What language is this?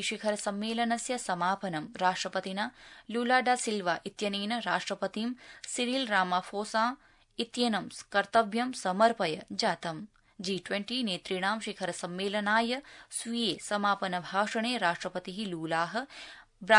Sanskrit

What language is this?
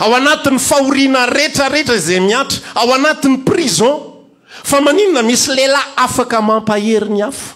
Malagasy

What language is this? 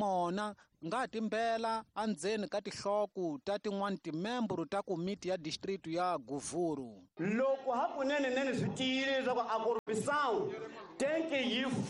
Tsonga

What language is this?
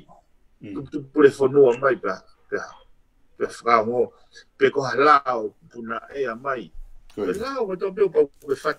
Tongan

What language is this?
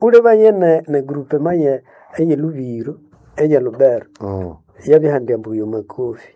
Nande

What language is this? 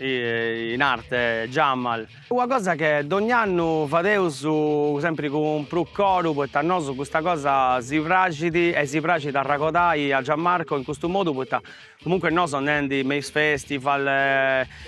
Sardinian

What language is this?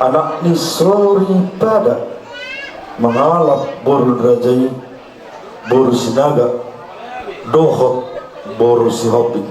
Batak Toba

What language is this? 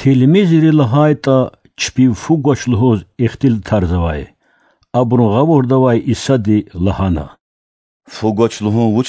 Lezghian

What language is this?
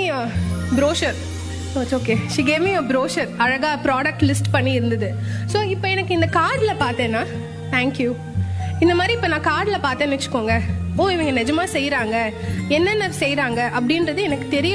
Tamil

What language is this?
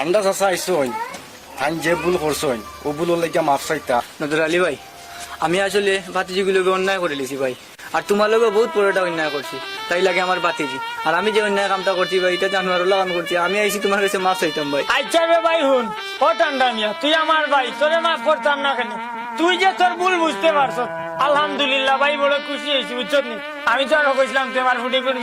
Sylheti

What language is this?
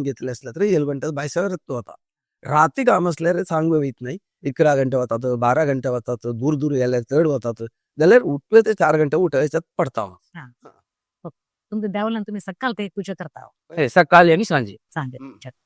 Konkani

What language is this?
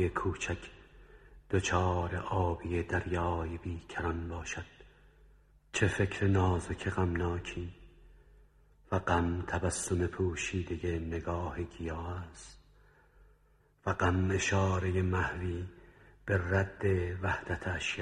Persian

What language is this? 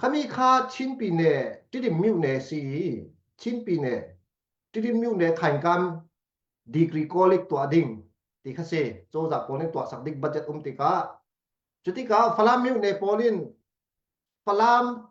Falam Chin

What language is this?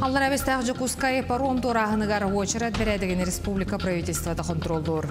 Yakut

